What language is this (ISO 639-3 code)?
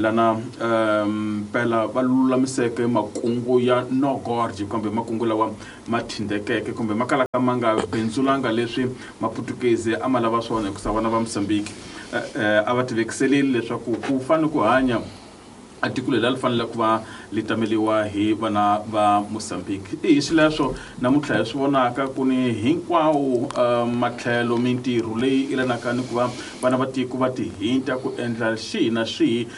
tso